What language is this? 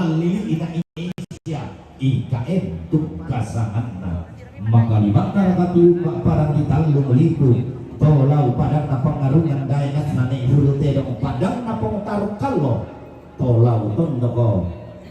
Toraja-Sa'dan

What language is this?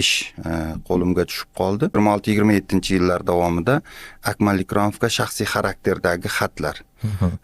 Uzbek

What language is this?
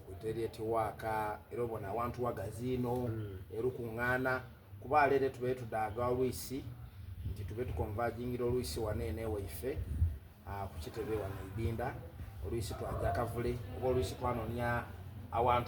Soga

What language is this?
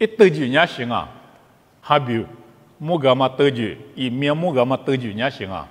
Lisu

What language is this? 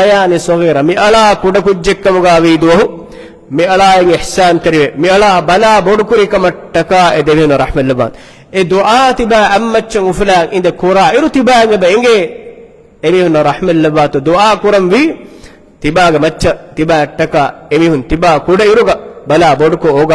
Divehi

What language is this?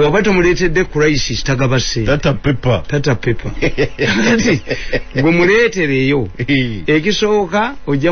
Ganda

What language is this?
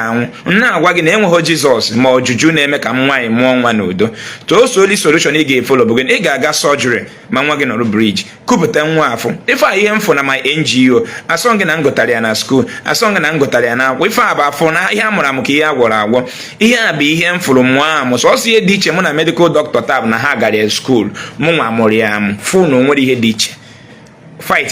Igbo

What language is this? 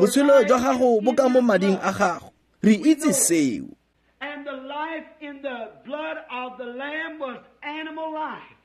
Tswana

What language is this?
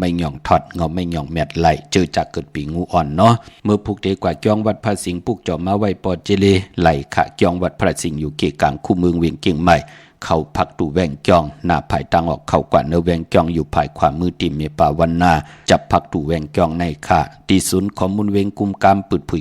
Shan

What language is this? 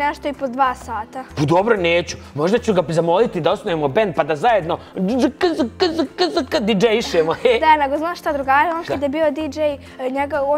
Bosnian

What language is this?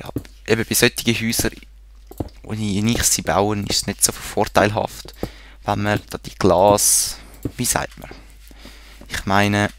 Swiss German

